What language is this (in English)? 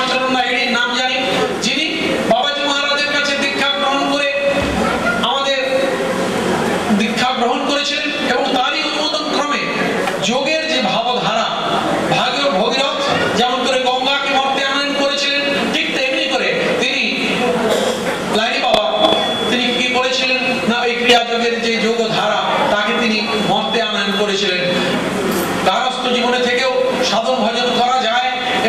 Bangla